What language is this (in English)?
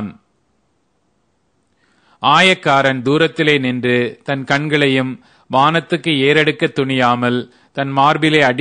Tamil